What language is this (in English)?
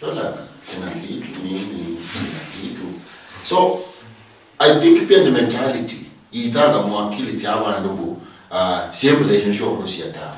Luyia